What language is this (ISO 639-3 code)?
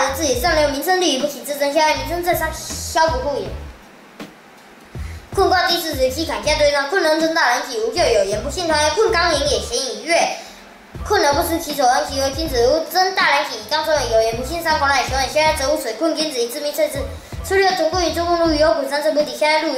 lzh